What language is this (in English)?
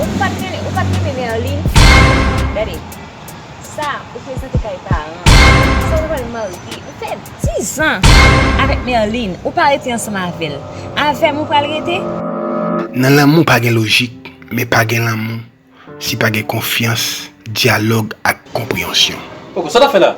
Haitian Creole